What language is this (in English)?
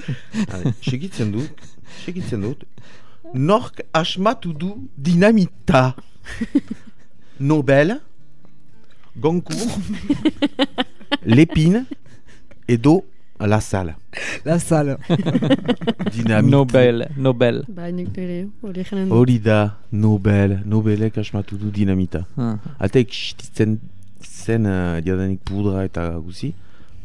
Basque